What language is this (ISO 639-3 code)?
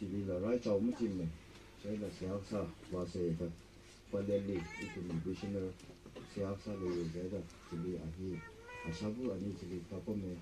nmf